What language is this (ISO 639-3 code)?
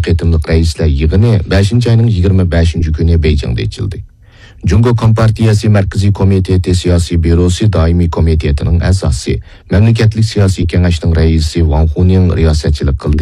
uig